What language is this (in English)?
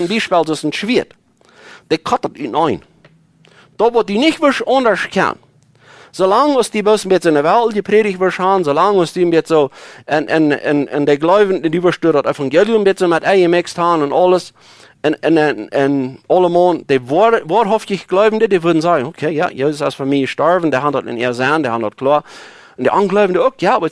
Plautdietsch